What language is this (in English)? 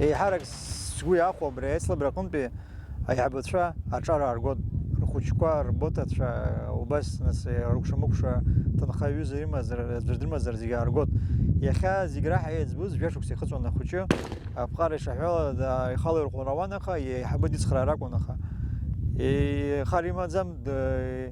Abkhazian